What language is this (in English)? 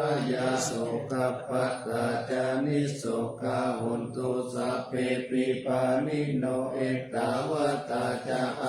Pali